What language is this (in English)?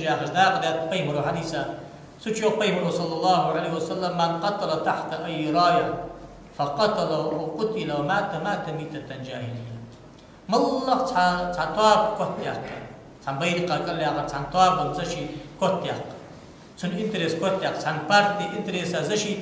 Ingush